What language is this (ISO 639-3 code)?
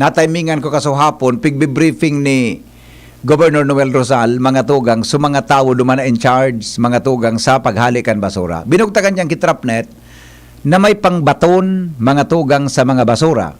bik